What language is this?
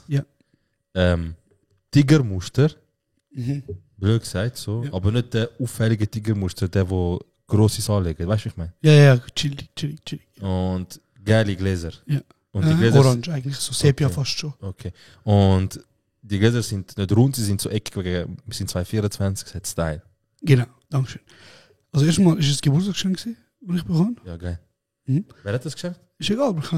Swiss German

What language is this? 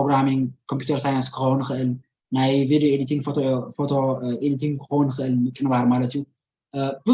Tigrinya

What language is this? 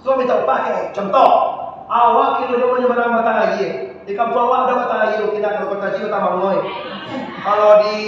Minangkabau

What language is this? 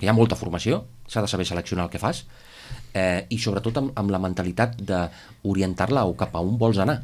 Catalan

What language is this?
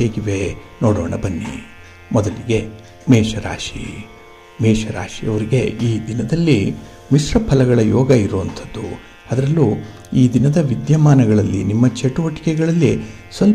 Kannada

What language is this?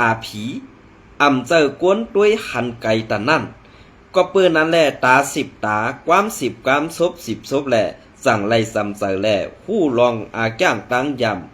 Shan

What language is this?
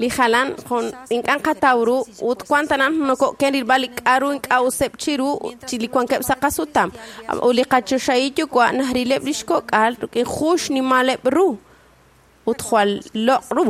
Kekchí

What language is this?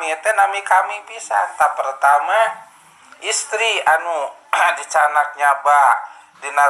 Sundanese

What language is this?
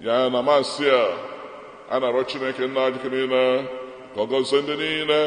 Igbo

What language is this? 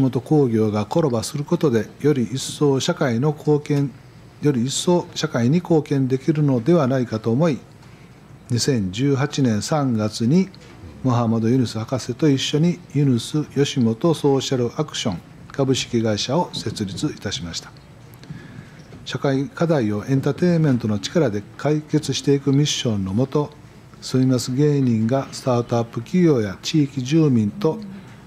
Japanese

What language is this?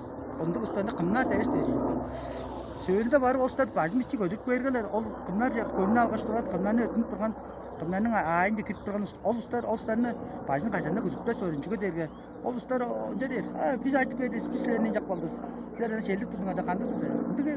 Tuvinian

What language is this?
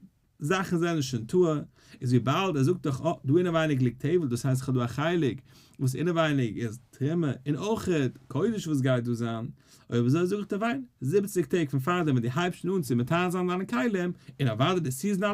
Yiddish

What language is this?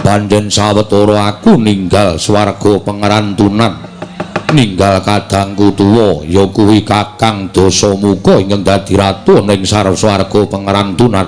Javanese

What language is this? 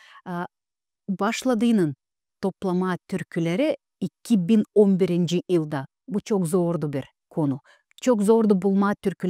Gagauz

